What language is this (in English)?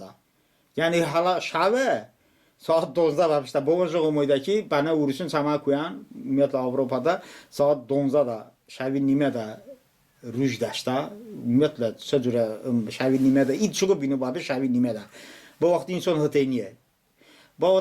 Talysh